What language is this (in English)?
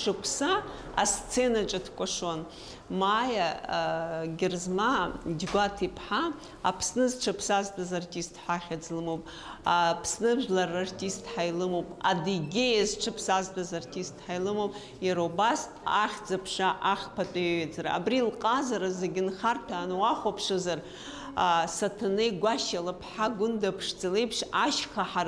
Abkhazian